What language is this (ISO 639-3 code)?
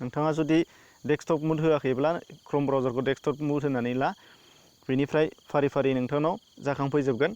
brx